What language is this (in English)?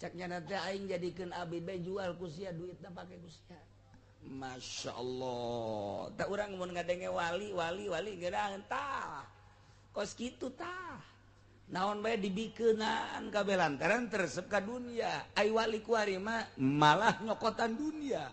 Sundanese